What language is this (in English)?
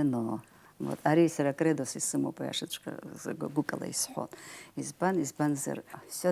Abkhazian